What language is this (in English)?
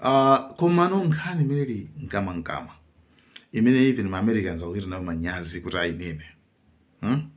Nyanja